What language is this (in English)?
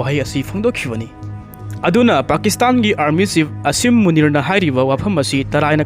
Manipuri